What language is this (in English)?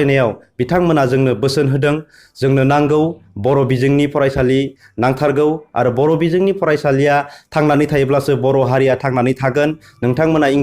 Bodo